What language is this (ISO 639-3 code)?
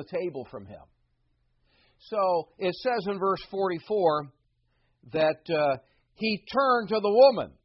eng